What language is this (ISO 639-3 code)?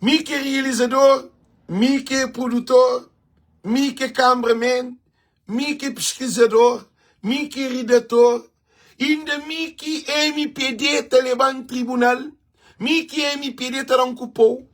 kea